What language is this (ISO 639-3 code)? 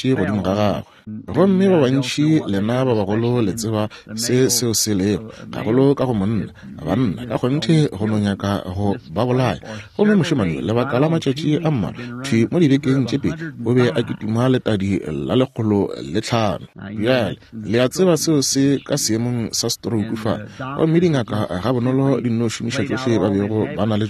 nso